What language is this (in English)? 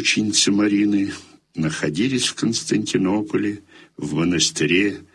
Russian